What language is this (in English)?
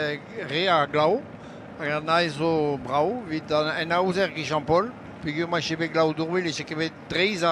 Breton